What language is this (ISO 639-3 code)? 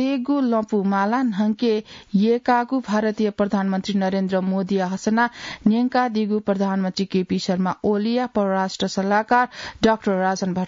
new